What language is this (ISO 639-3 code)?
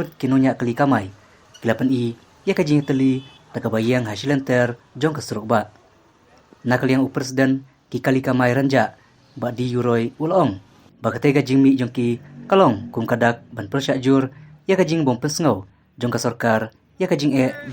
kha